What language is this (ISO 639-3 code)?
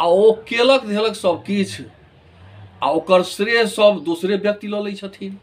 mai